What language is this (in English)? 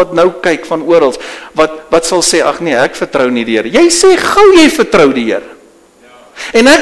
Afrikaans